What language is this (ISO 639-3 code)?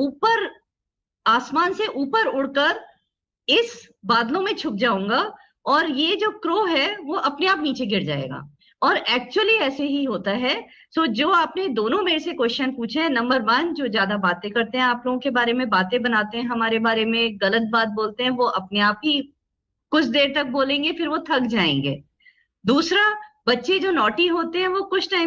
hin